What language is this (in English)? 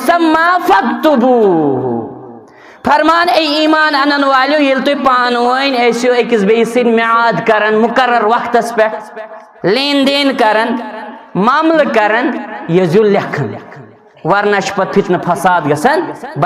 Kashmiri